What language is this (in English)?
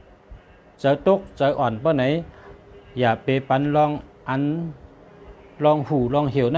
Shan